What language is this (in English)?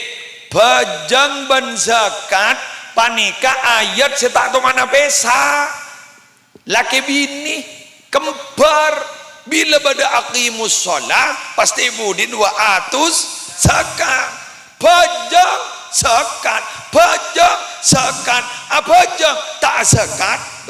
Madurese